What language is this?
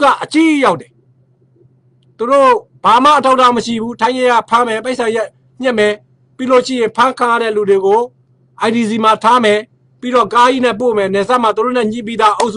Burmese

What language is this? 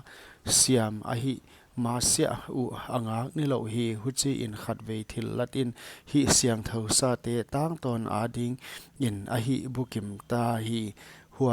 Paite Chin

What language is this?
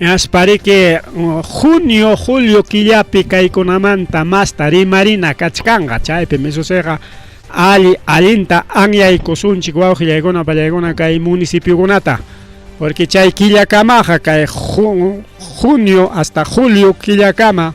Ayacucho Quechua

